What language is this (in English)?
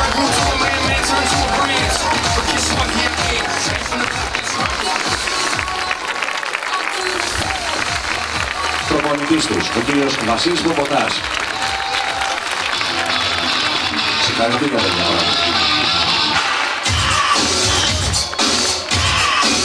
Greek